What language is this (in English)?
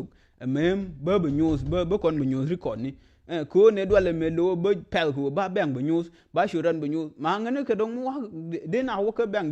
Nuer